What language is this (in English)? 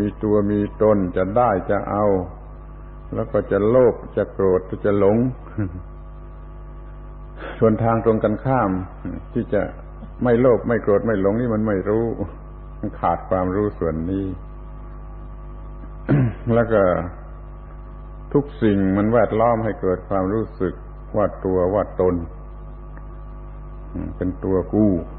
Thai